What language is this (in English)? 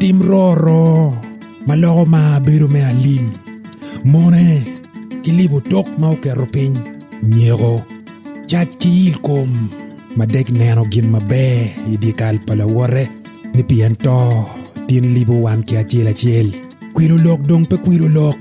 Acoli